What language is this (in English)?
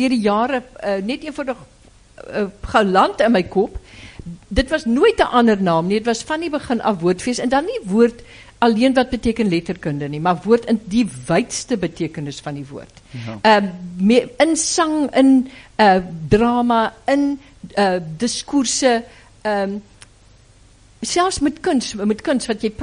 Afrikaans